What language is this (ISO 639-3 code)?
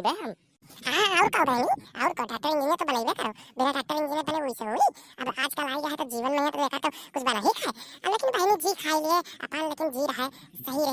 awa